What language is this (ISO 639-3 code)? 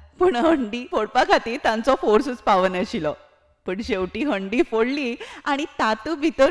kok